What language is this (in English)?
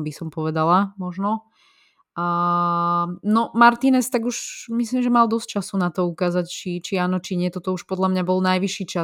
Slovak